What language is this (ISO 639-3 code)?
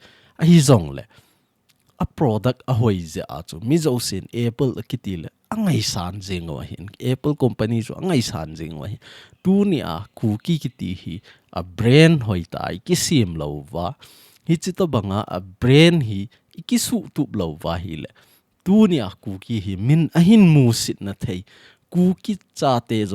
tcz